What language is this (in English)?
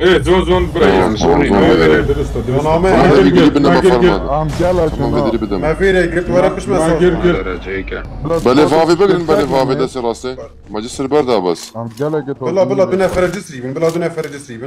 Kurdish